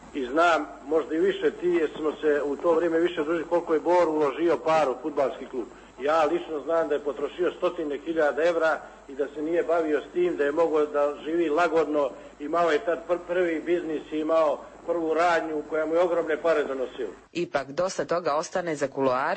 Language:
Serbian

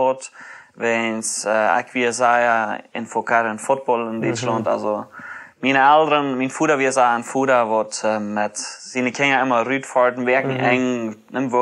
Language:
Plautdietsch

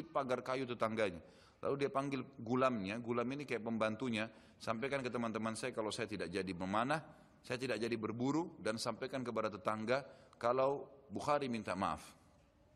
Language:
Indonesian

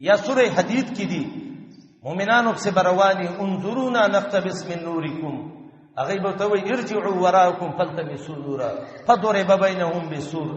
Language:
Pashto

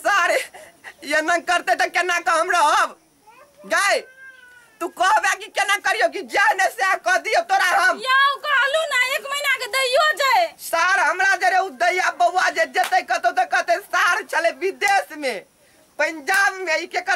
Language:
Maithili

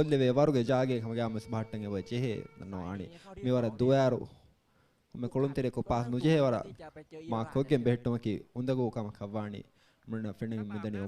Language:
Divehi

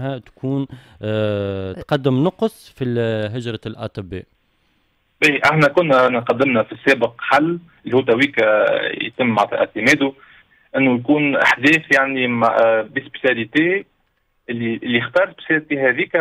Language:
Tunisian Arabic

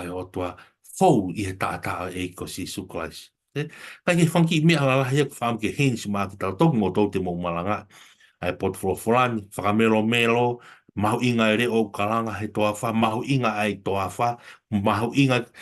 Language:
Tongan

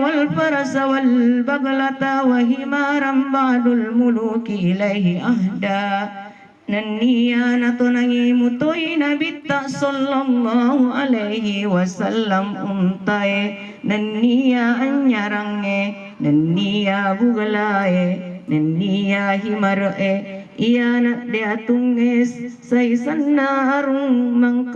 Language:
Buginese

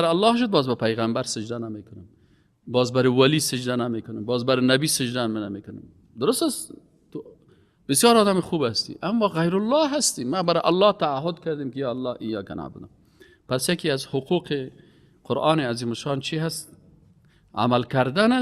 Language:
Persian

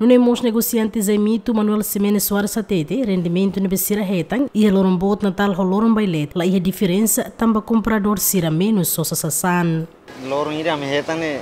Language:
Tetum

